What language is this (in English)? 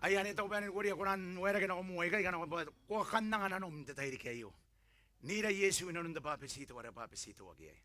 Gilbertese